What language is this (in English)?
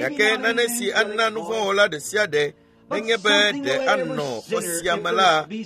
Ewe